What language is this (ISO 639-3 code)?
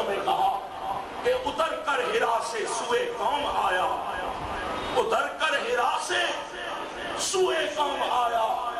urd